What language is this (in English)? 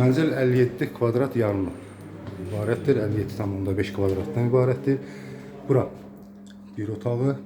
Azerbaijani